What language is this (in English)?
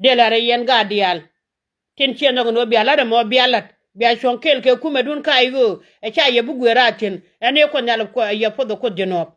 Nuer